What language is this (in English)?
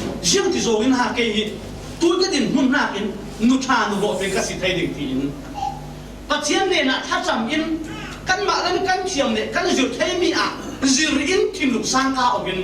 Falam Chin